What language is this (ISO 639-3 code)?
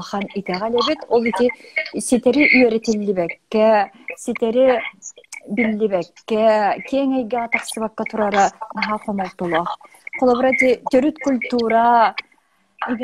sah